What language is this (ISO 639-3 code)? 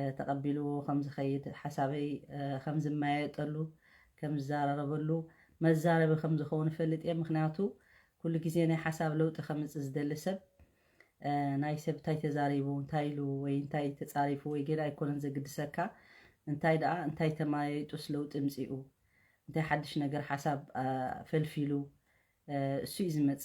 tir